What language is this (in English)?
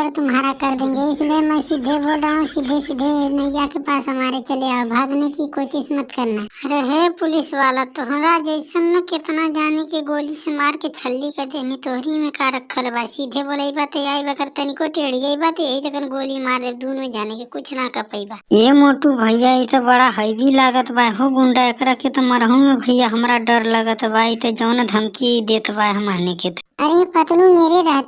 Bhojpuri